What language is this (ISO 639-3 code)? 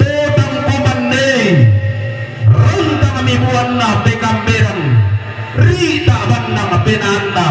sda